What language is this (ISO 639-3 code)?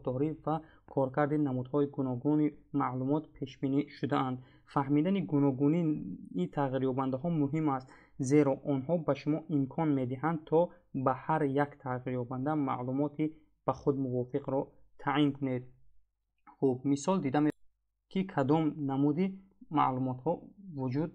tgk